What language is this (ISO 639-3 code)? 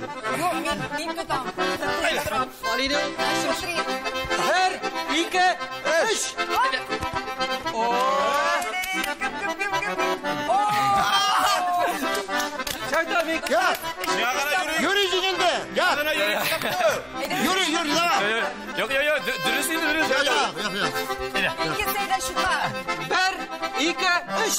tat